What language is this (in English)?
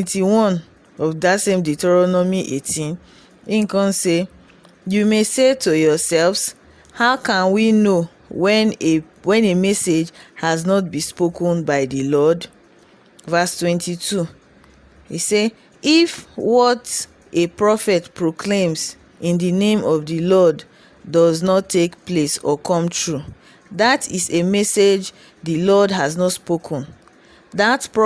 Nigerian Pidgin